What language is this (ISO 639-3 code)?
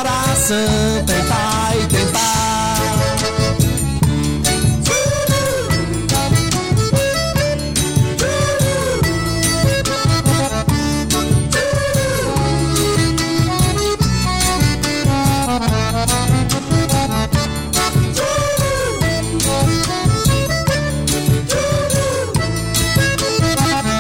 por